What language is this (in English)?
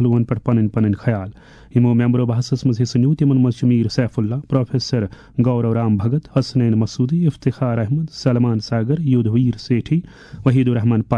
Kashmiri